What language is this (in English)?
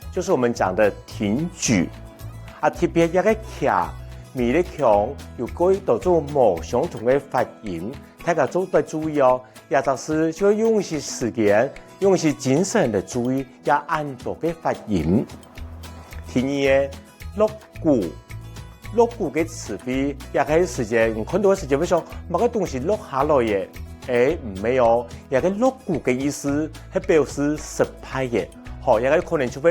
Hakka Chinese